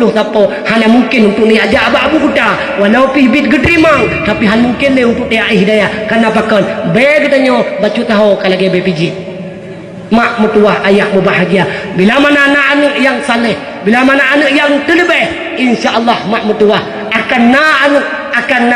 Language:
Achinese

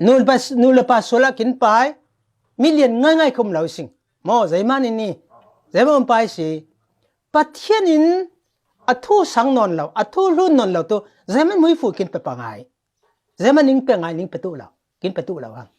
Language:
Falam Chin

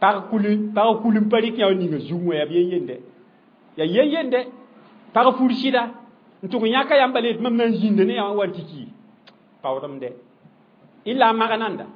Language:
Mossi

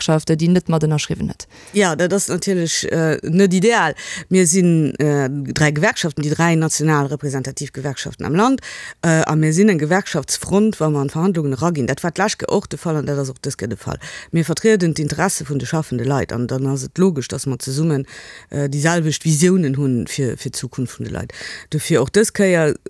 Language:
Luxembourgish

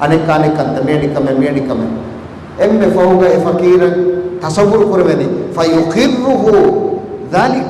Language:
Divehi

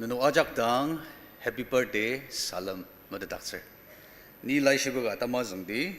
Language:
Ao Naga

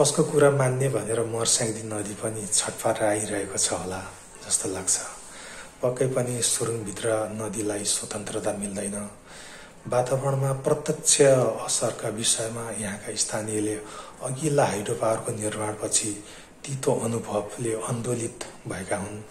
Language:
Nepali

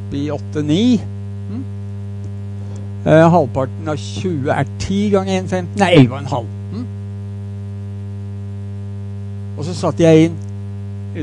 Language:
Norwegian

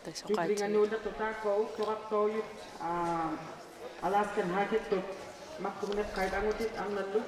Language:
Kalaallisut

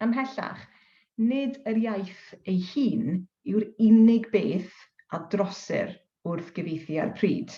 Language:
Welsh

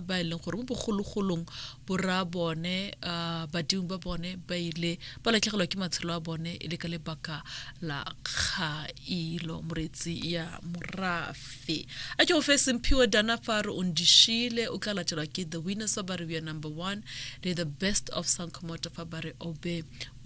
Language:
Tswana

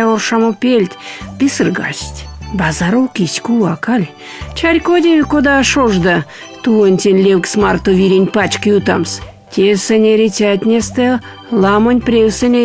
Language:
Erzya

